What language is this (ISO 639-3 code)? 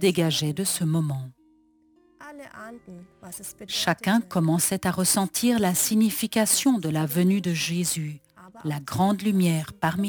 fra